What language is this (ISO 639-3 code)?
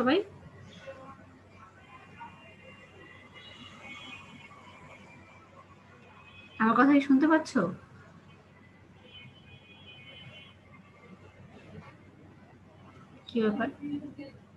ben